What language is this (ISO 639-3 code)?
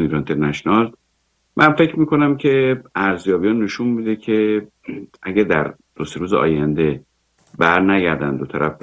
fas